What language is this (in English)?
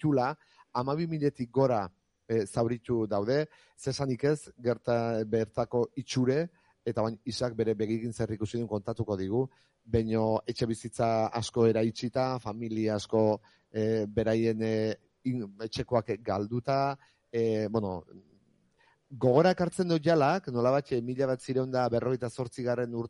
Basque